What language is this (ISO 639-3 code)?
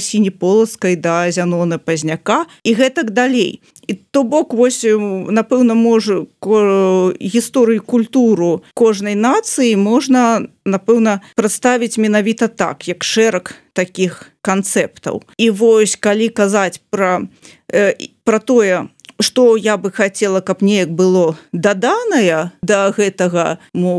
bel